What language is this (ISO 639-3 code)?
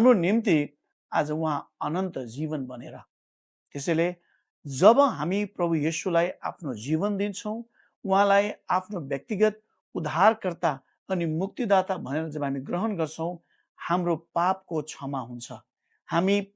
nep